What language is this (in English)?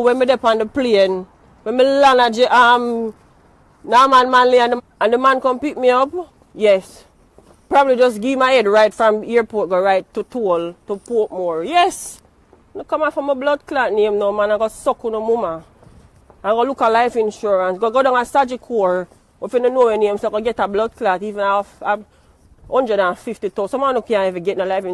Jamaican Creole English